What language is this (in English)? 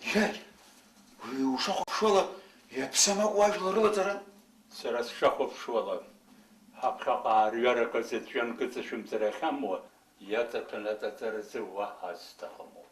Abkhazian